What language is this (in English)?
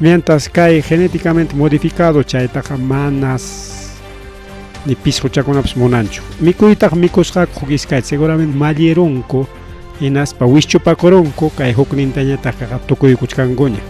Ayacucho Quechua